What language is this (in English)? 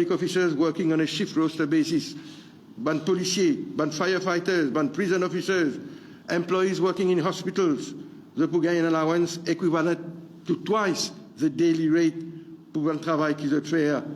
Morisyen